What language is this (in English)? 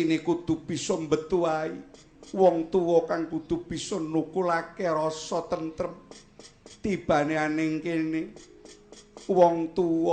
Javanese